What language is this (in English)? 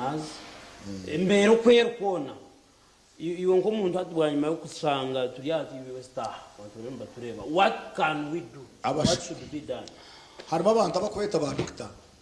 Nyankole